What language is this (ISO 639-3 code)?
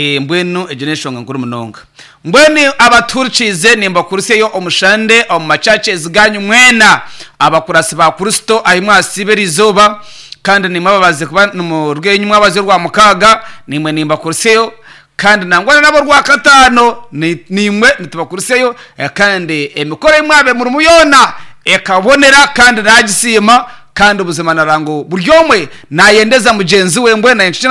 nyn